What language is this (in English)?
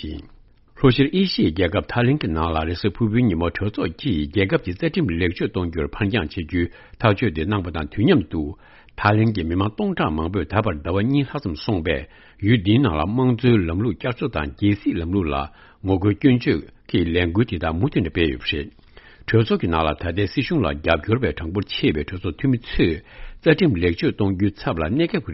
Tibetan